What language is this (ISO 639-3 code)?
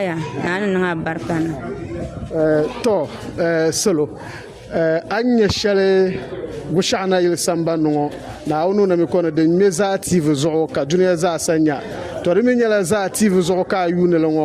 dag